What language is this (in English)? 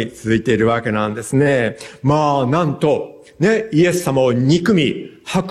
Japanese